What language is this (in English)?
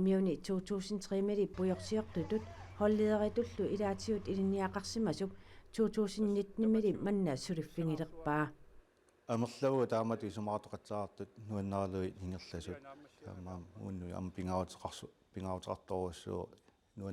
Kalaallisut